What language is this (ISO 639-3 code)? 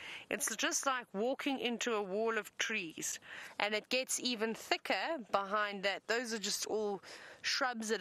eng